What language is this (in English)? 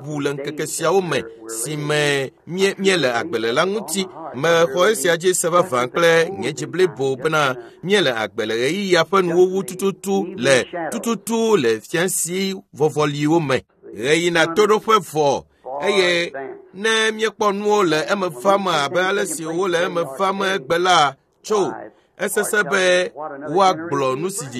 Ewe